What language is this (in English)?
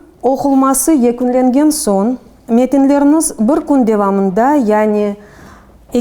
Crimean Tatar